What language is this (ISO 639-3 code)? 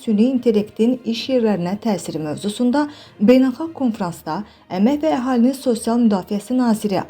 aze